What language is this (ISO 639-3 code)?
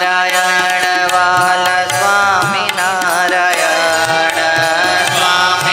guj